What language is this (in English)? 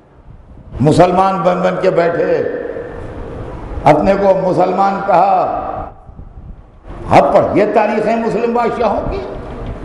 Urdu